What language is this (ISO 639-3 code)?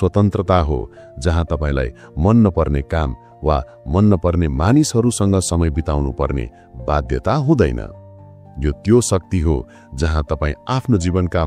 nep